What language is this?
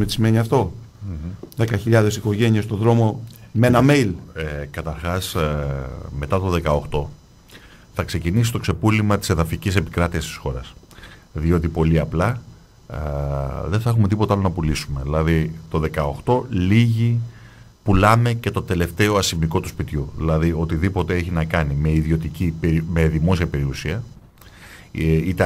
Greek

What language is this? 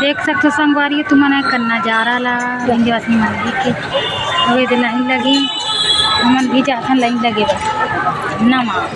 Chhattisgarhi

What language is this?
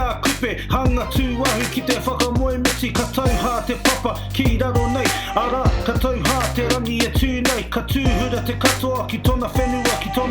Māori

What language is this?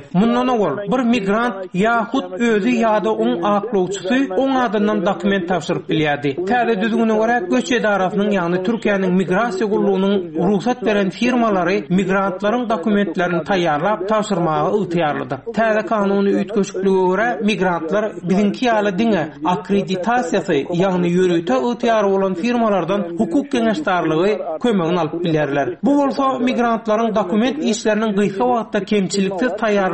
Turkmen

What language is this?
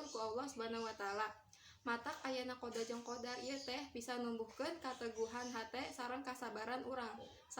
Sundanese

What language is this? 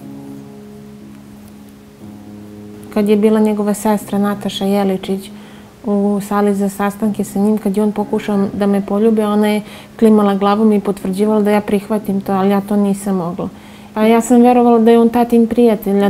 Serbian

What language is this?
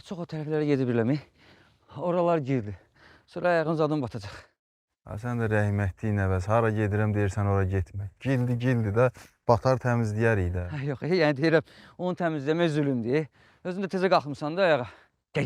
Azerbaijani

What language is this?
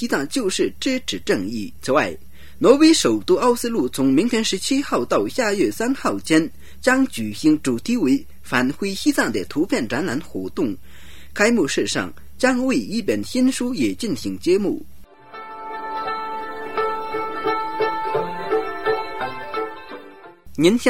Chinese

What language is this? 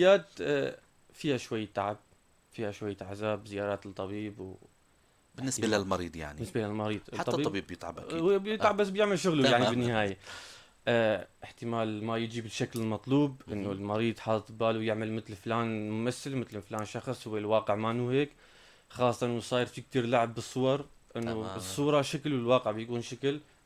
North Levantine Arabic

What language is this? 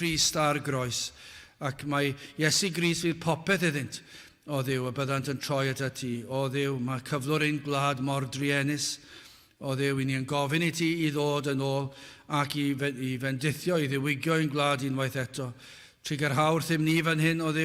Welsh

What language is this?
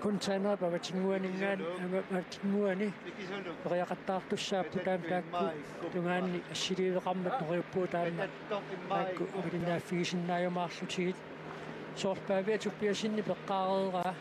Kalaallisut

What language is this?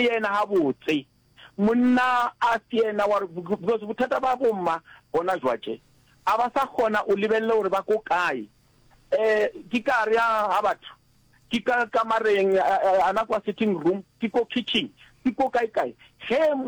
Northern Sotho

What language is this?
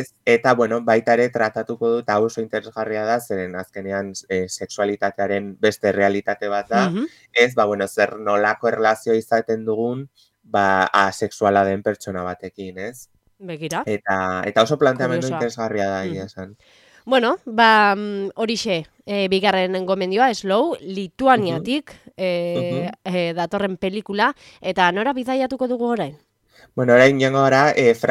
Basque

